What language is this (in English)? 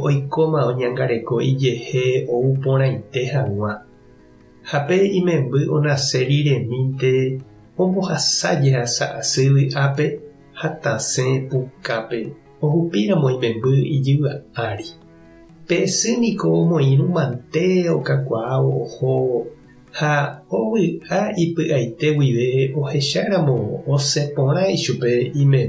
Guarani